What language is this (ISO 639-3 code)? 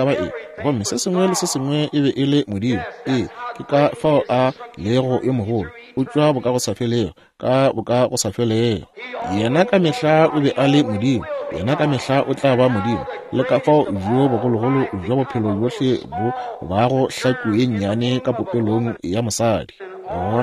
nso